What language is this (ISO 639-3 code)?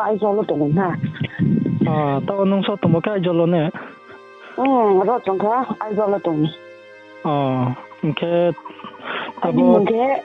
ria